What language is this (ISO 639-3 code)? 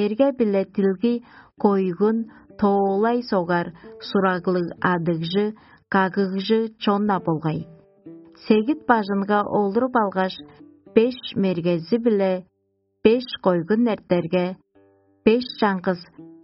tyv